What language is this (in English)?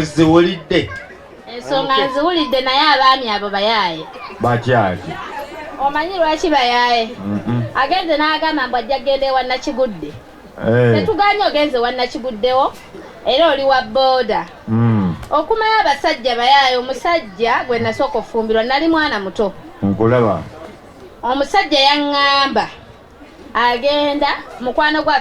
Ganda